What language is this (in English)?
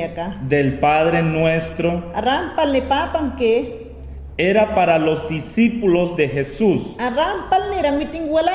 Mayangna